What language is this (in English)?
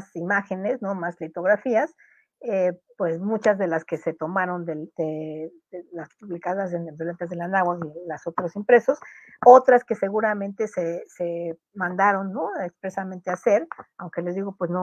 Spanish